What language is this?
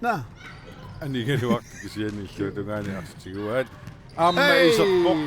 Kalaallisut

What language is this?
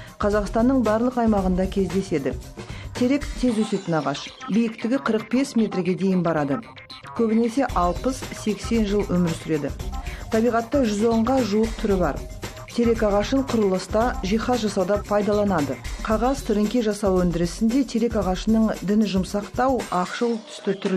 Kazakh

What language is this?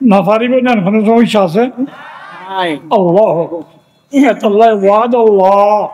Rohingya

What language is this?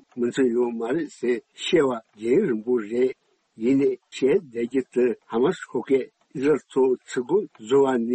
Tibetan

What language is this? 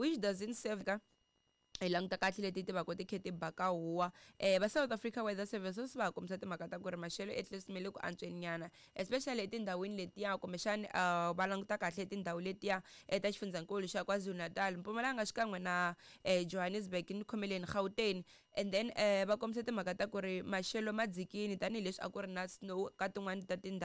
Tsonga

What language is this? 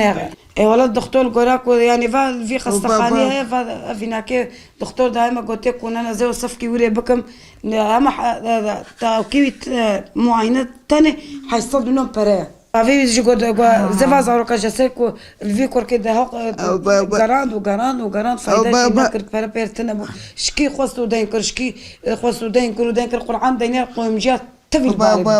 Kurdish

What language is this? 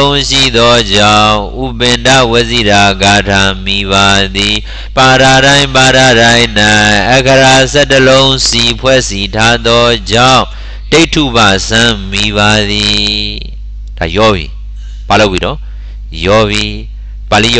Burmese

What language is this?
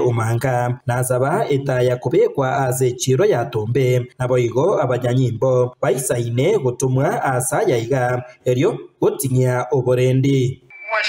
Gusii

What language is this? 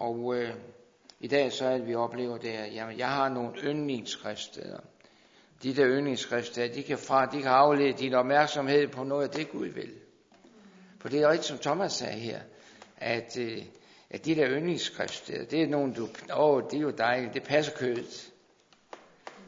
Danish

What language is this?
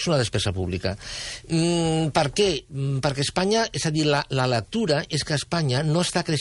Catalan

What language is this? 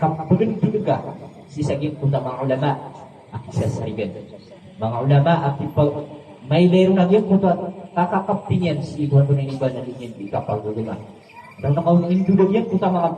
Maranao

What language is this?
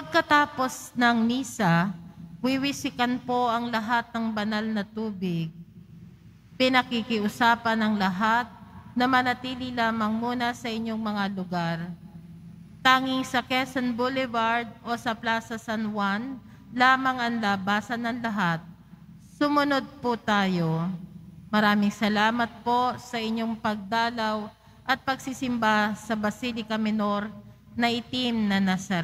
Filipino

